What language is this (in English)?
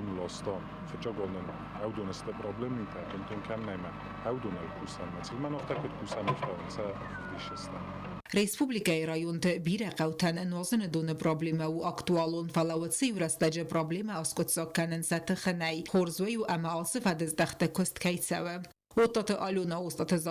Ossetic